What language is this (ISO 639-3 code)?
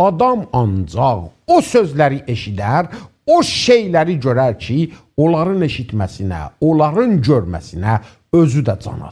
azb